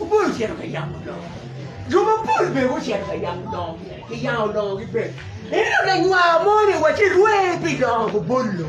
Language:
Acoli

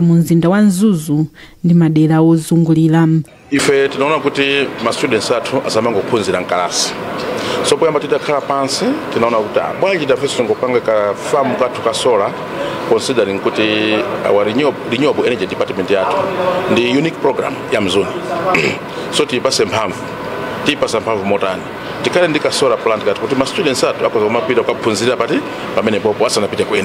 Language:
Nyanja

